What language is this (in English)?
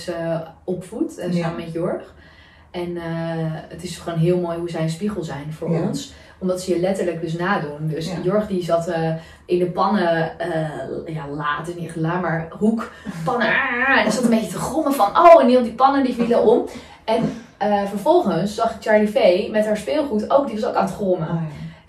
Dutch